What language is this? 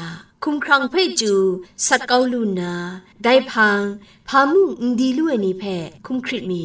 Kachin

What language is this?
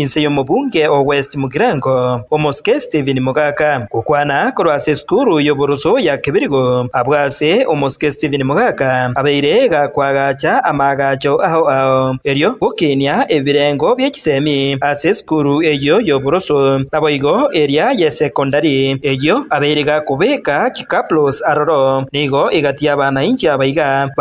Gusii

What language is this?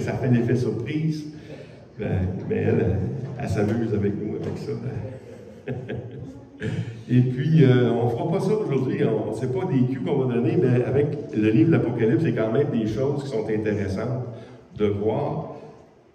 French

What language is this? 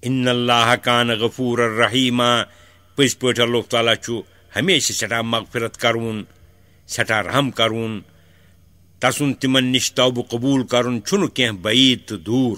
Kashmiri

